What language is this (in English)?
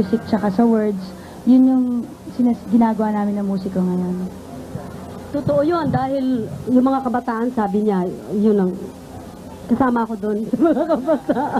Filipino